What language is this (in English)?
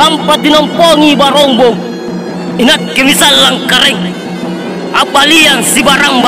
Makasar